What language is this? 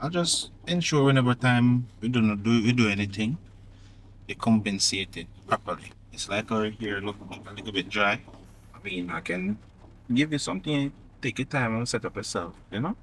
Jamaican Creole English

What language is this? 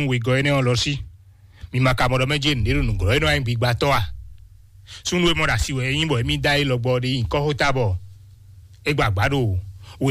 Fon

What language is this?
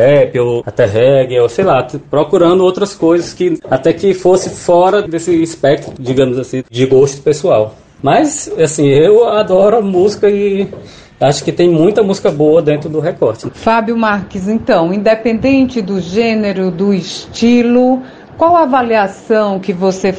Portuguese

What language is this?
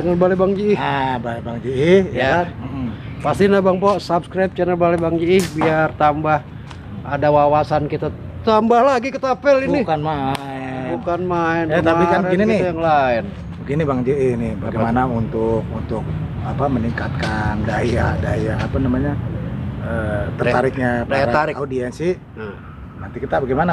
Betawi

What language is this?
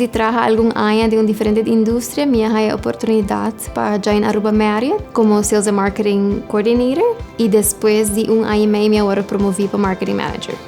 Papiamento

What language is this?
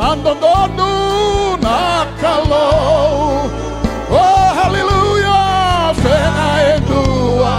Fijian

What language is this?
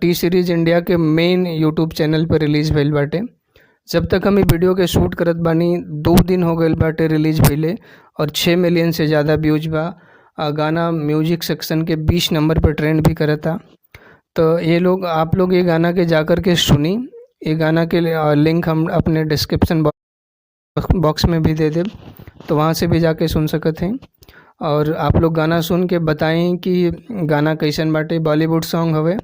Bhojpuri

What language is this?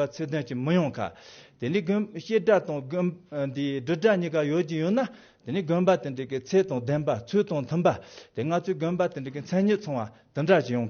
Tibetan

